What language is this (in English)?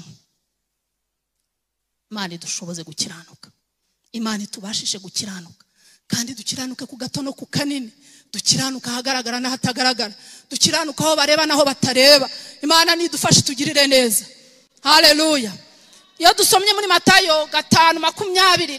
Kinyarwanda